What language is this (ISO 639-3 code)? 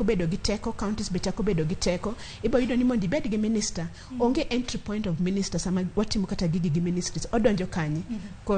luo